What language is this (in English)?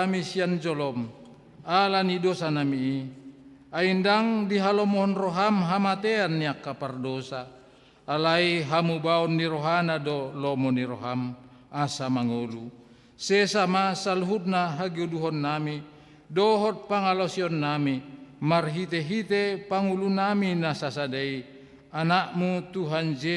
Batak Toba